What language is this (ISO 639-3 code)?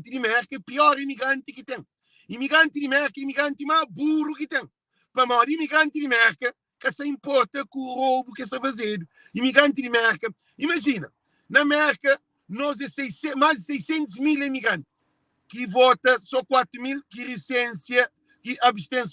kea